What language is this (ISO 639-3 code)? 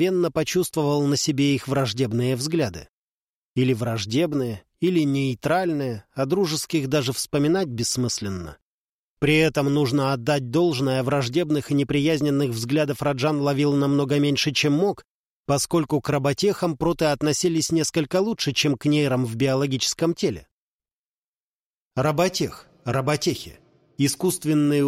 rus